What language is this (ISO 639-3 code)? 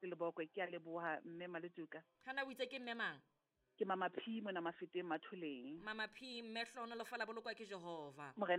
sot